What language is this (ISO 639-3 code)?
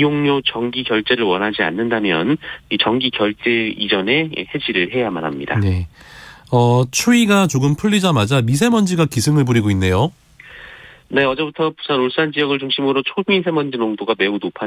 kor